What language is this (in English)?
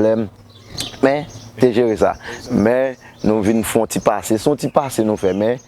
Haitian Creole